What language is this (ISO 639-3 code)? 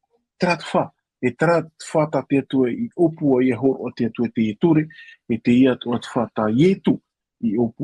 tah